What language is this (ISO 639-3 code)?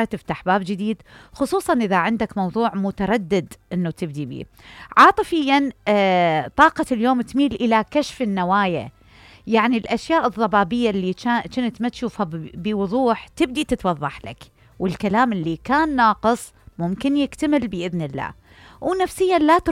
acm